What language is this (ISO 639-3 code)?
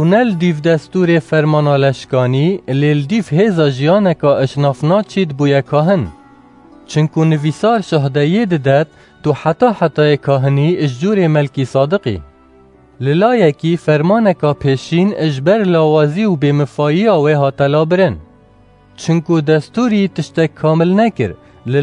kur